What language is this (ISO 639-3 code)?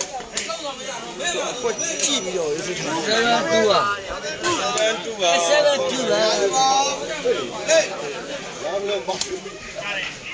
mya